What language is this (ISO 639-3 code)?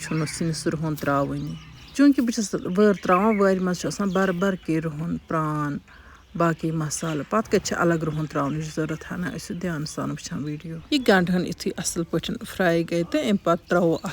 kas